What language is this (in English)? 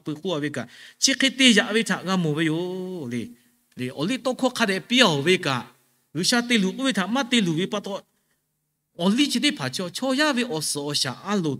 Lahu